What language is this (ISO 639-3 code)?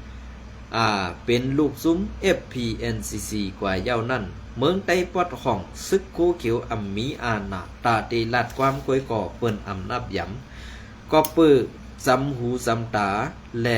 shn